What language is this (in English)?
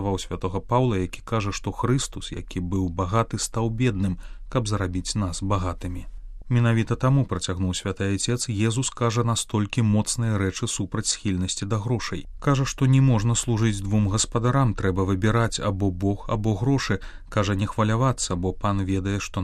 Belarusian